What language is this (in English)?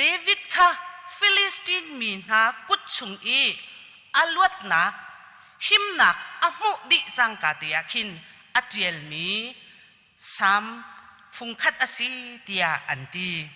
Hakha Chin